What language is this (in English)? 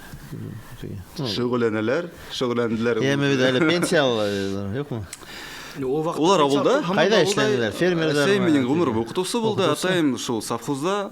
Bashkir